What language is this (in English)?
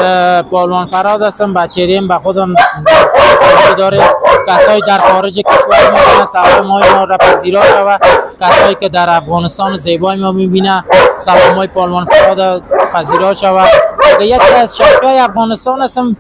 Persian